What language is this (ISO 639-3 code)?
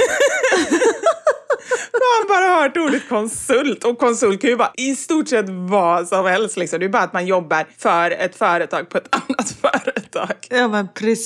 swe